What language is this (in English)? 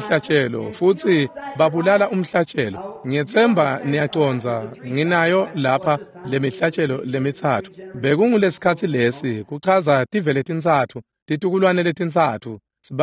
Swati